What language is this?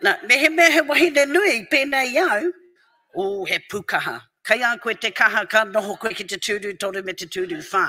Māori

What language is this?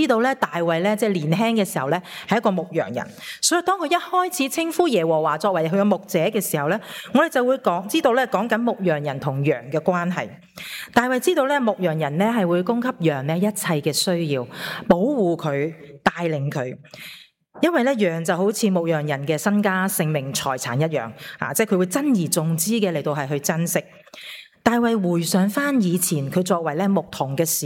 Cantonese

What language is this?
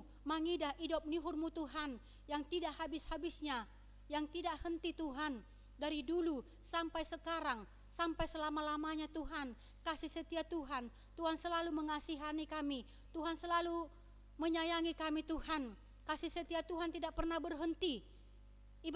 Batak Simalungun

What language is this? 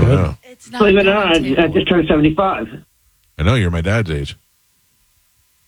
English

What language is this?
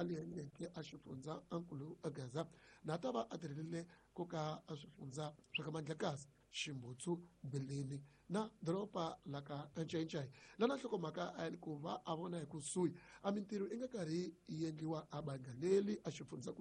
Tsonga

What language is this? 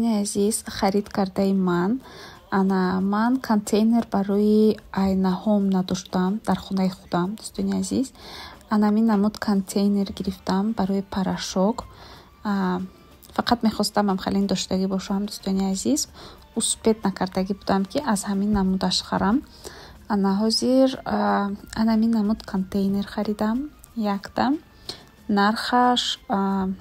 Tajik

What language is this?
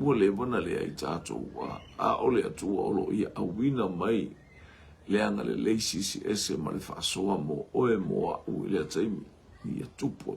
Samoan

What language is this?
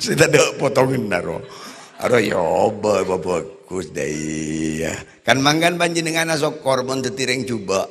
Madurese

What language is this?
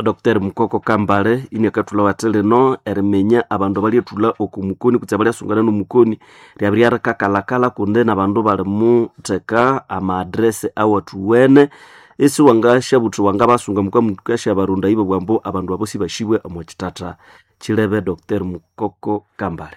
Nande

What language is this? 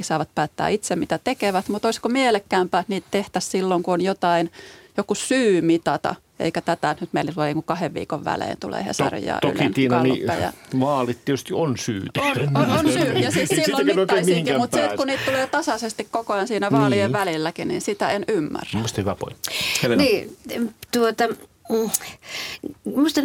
Finnish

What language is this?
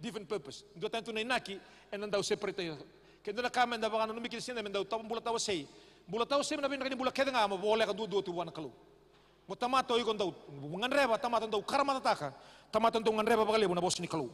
Fijian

